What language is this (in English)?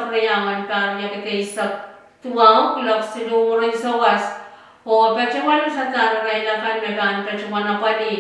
Pohnpeian